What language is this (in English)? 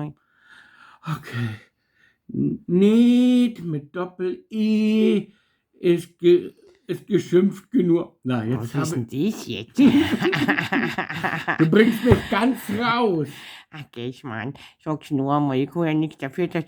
Bavarian